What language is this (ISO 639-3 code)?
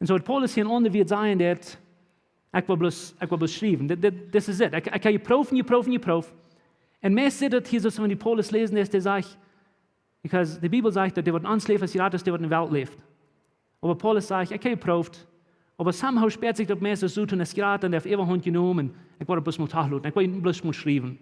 pdt